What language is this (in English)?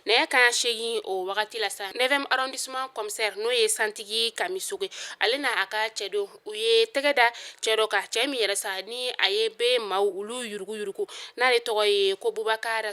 Bambara